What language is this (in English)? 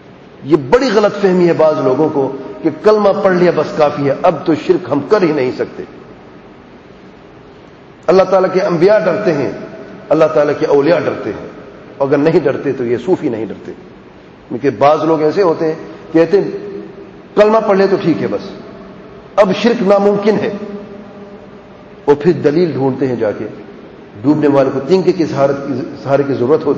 Urdu